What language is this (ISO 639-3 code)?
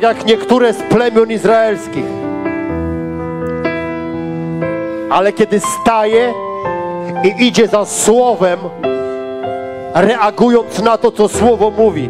pol